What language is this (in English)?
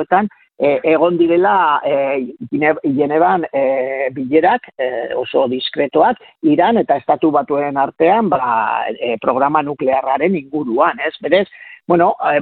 Basque